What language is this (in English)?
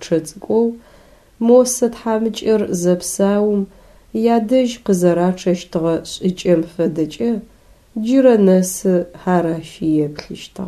Adyghe